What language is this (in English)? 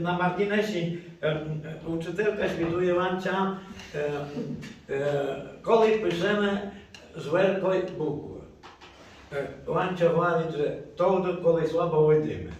Rusyn